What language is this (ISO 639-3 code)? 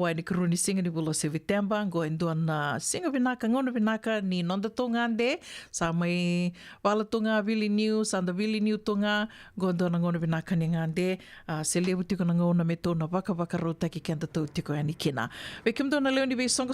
fij